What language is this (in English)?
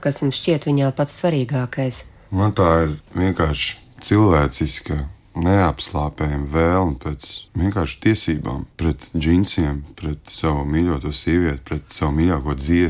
Latvian